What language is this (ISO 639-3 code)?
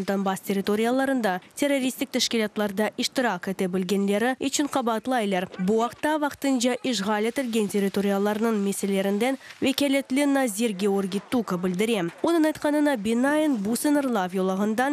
crh